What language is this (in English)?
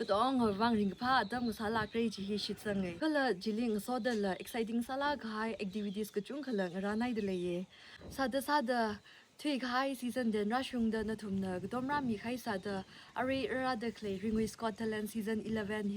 Tangkhul Naga (India)